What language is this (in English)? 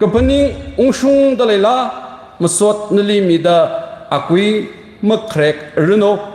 Tangkhul Naga (India)